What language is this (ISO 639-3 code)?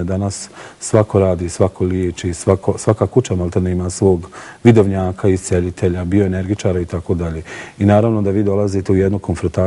bos